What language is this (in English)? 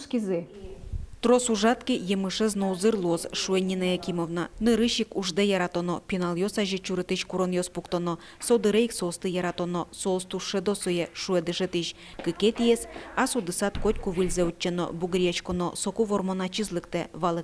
Udmurt